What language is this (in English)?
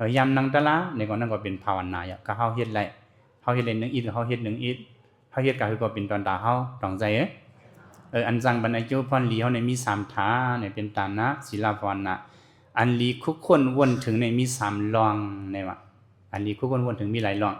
Shan